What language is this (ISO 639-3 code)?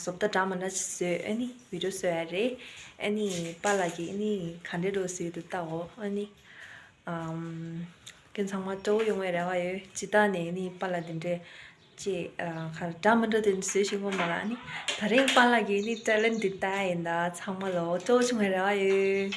bod